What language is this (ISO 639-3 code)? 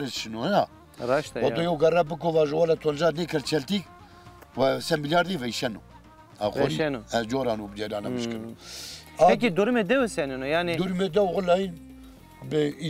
zza